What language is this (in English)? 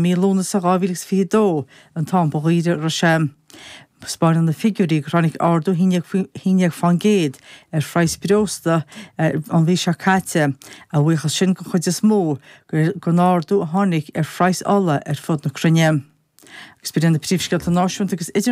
Irish